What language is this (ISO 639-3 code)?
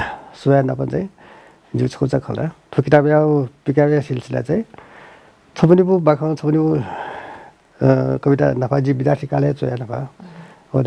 new